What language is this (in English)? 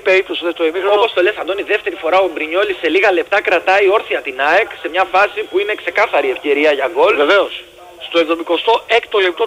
Greek